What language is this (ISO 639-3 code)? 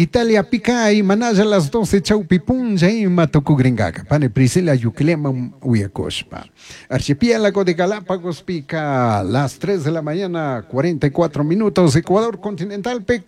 qug